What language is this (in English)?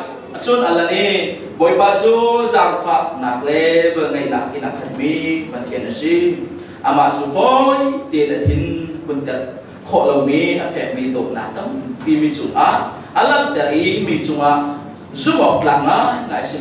Hakha Chin